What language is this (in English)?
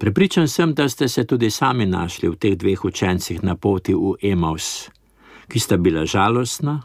Slovenian